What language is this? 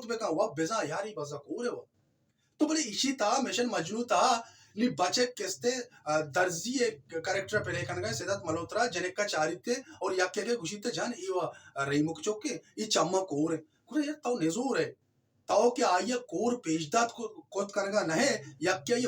Baluchi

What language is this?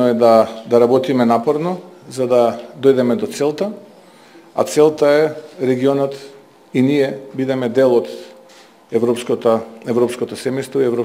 Macedonian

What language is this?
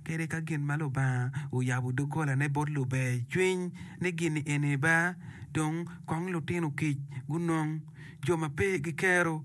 Acoli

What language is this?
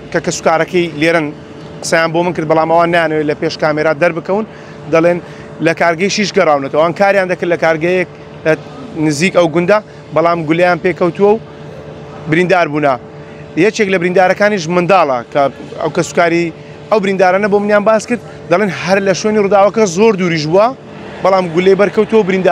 Central Kurdish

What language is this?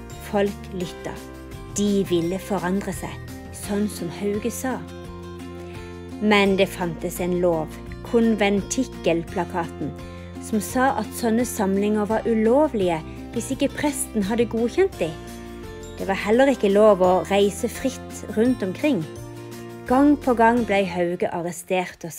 Norwegian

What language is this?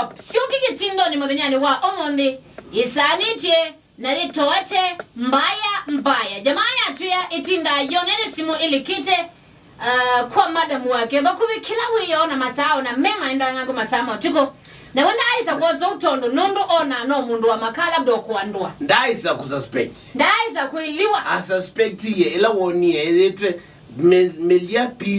Kamba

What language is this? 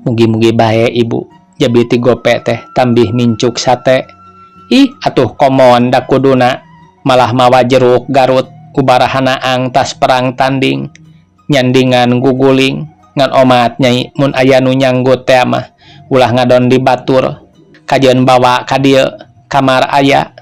Sundanese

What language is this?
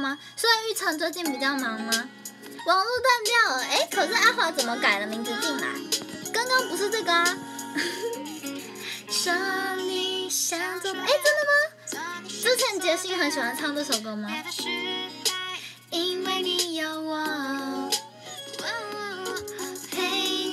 Chinese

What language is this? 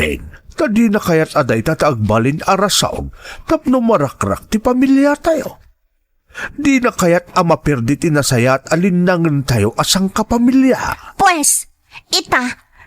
Iloko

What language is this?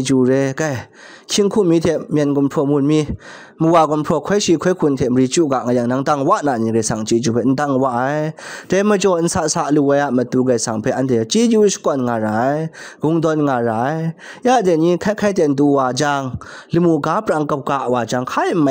Kachin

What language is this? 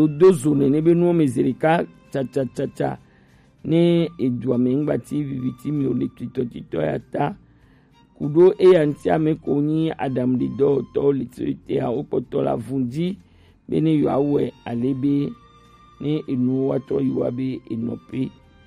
Gen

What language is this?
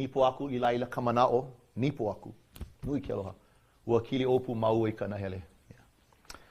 Hawaiian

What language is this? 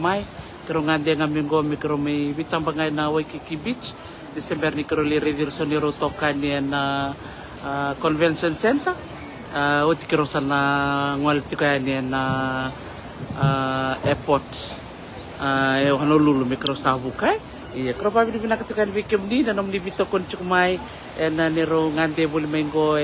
Fijian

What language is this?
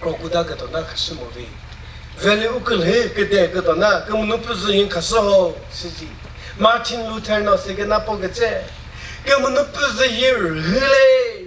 Chokri Naga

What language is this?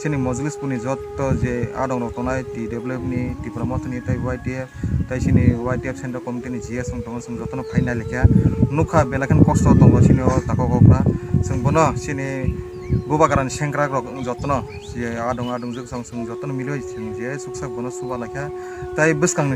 Kok Borok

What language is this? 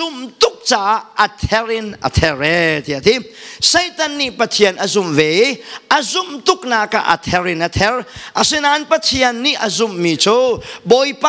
Hakha Chin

